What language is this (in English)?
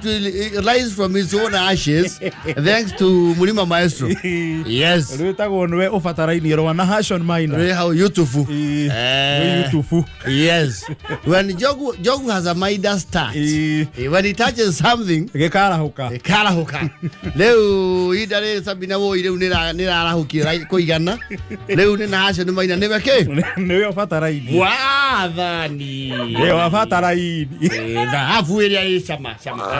Kikuyu